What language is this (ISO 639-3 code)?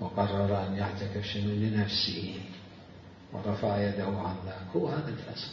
acm